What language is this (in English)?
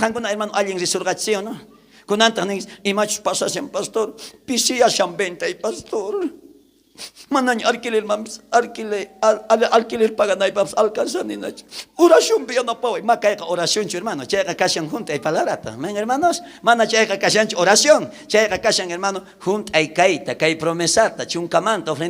South Bolivian Quechua